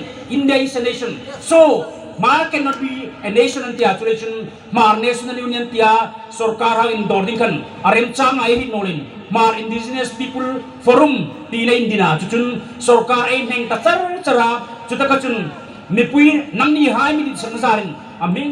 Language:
Hmar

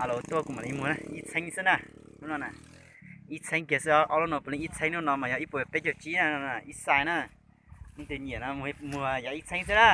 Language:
Hmong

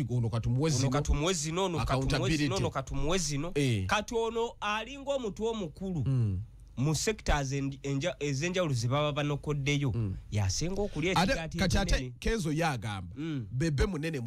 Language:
Ganda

